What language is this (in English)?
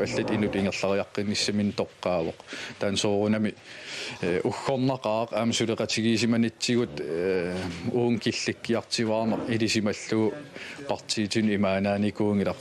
Kalaallisut